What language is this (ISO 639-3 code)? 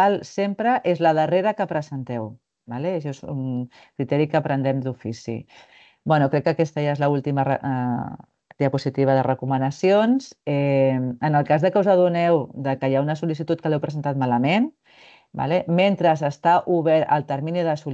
cat